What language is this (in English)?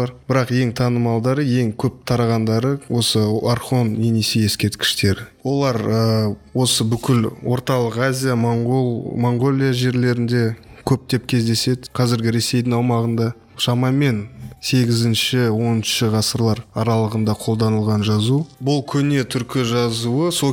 Kazakh